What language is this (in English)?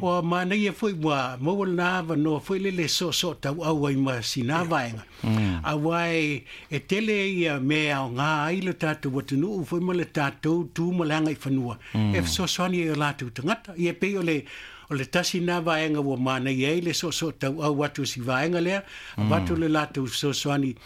Samoan